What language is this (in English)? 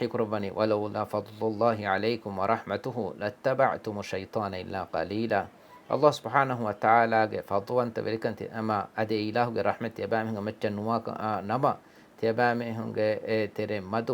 Divehi